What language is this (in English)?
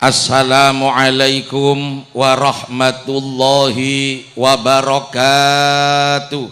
Madurese